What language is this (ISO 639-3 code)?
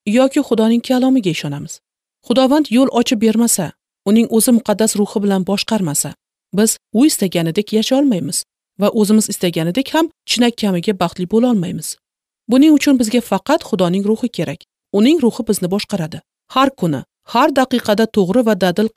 uzb